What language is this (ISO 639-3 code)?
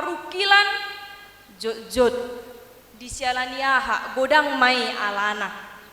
bbc